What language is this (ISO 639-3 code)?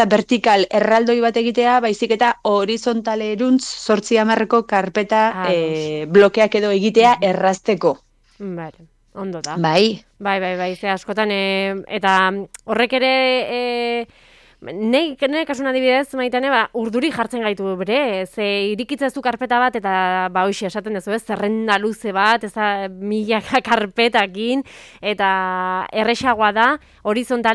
eus